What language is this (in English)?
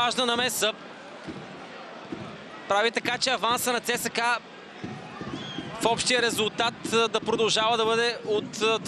Bulgarian